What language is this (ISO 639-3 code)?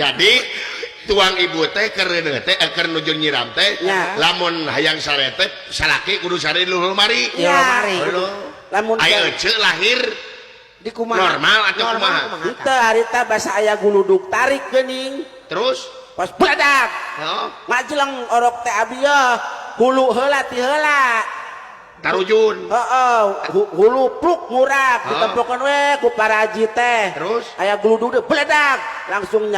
sun